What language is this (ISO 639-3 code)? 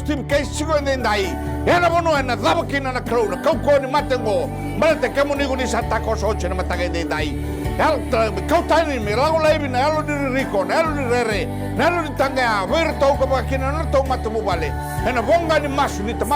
fij